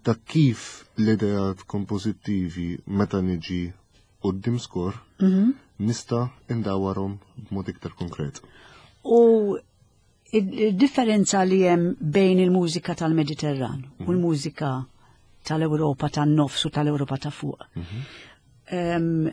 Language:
Maltese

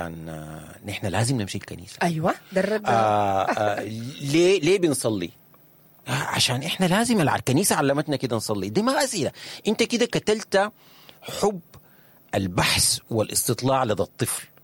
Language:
Sudanese Arabic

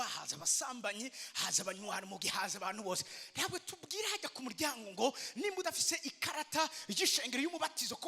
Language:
Rundi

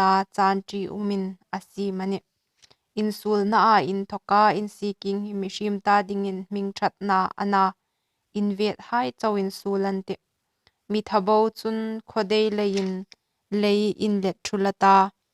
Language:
Hmar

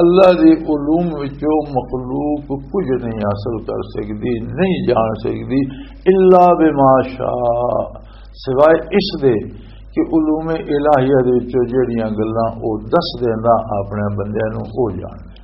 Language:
Western Panjabi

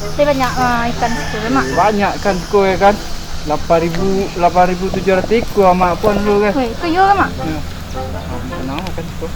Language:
Minangkabau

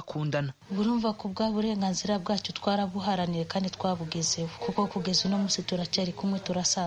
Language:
Kinyarwanda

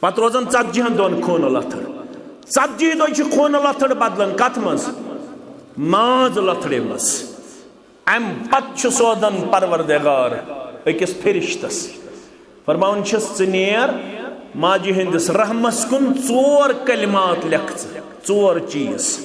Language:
Kashmiri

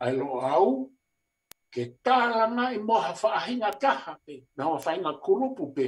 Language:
Tongan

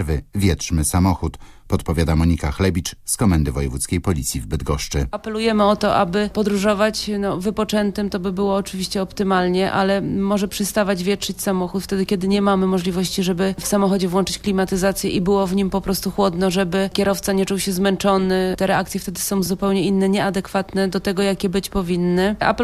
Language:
Polish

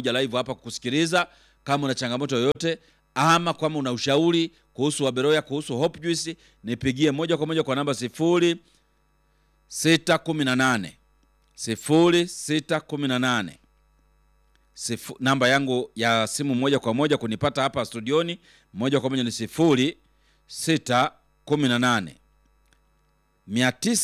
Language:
Swahili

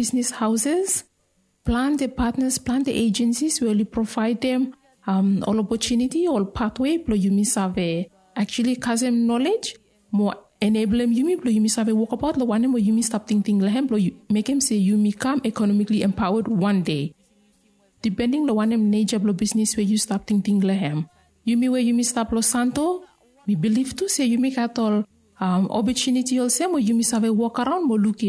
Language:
Bislama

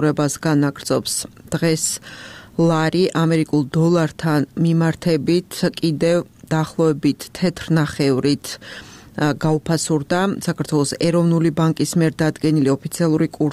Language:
Georgian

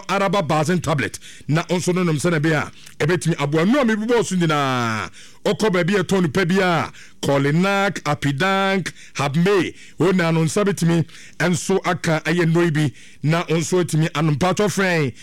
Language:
Akan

